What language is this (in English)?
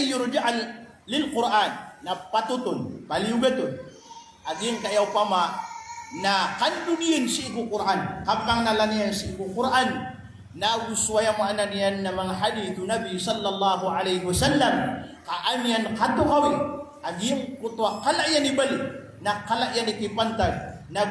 Maranao